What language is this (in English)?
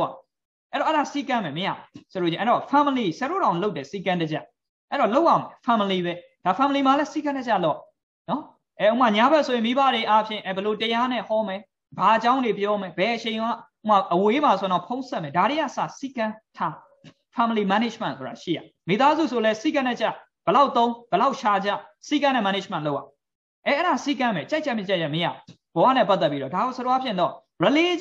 Burmese